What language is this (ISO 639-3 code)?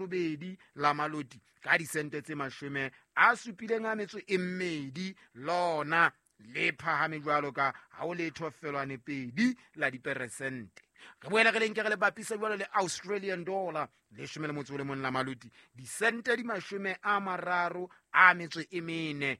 sot